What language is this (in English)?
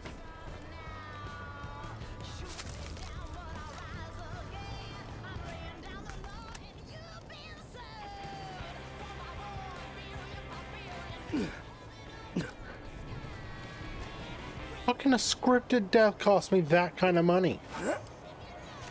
English